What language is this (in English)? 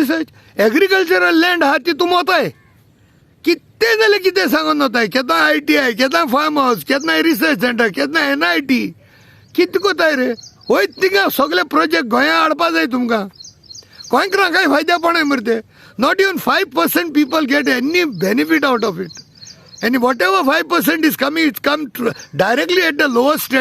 Konkani